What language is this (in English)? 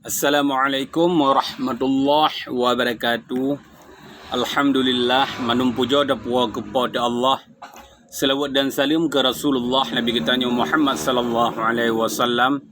Achinese